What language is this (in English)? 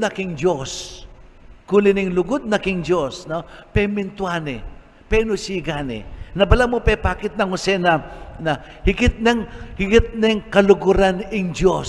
Pampanga